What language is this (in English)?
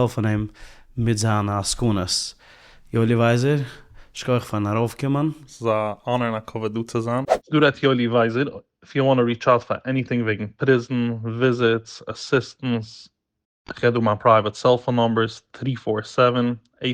Yiddish